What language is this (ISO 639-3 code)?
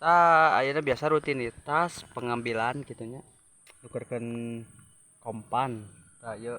sun